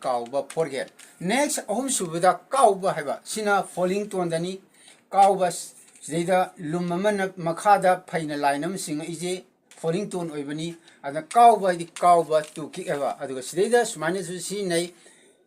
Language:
Manipuri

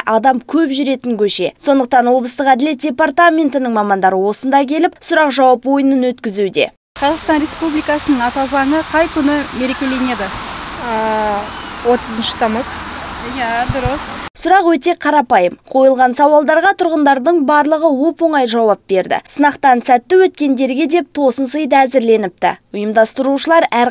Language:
Kazakh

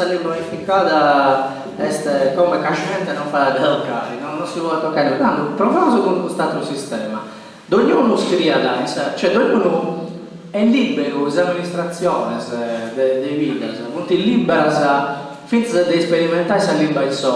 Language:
Sardinian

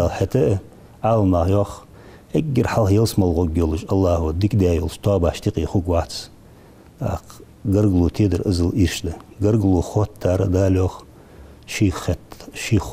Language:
Ingush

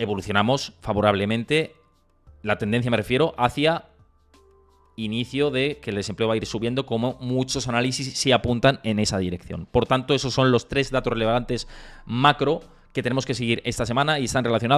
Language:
Spanish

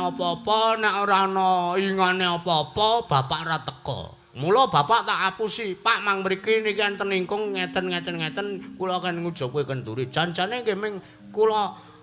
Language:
Javanese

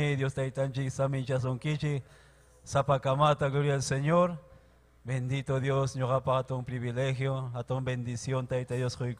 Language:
Ayacucho Quechua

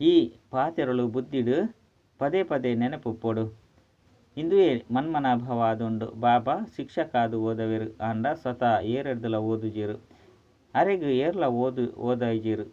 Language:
Tulu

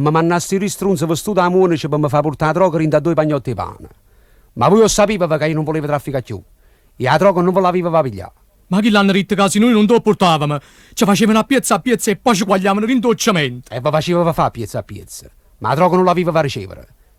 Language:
Neapolitan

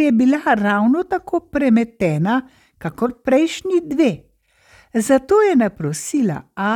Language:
Slovenian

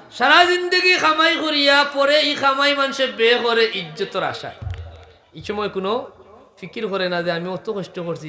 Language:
Sylheti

